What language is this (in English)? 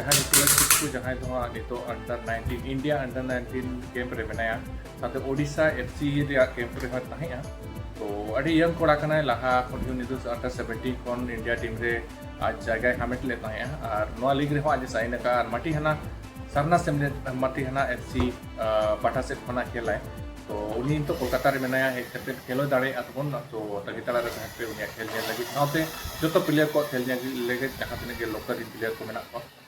Santali